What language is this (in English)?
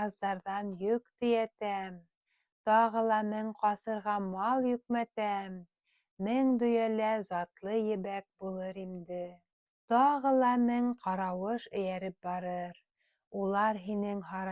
Bashkir